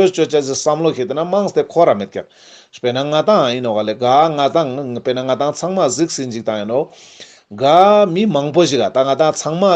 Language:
Ladakhi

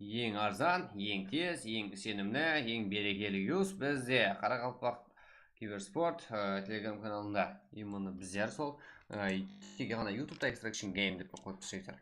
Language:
Kara-Kalpak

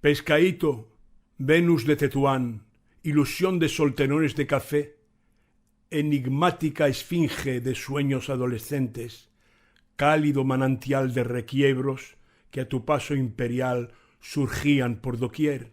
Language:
Ladino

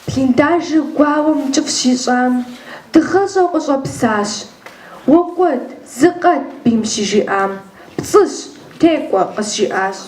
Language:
Kabardian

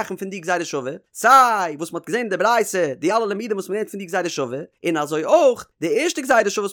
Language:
Yiddish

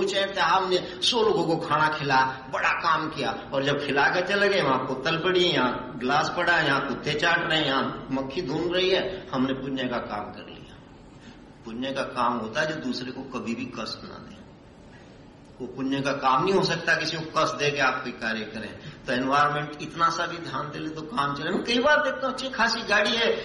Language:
Hindi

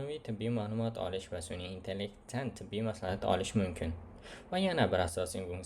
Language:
Uzbek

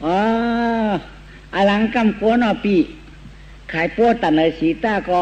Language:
Shan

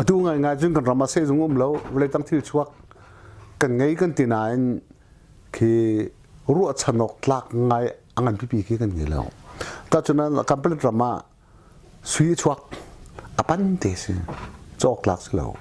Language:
Hakha Chin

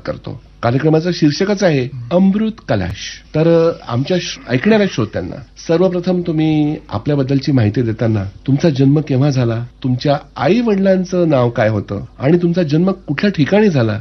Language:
Marathi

